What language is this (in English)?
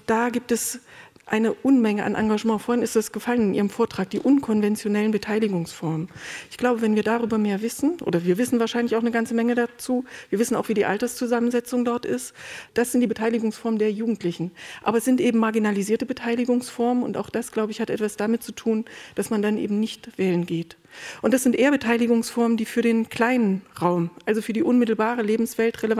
German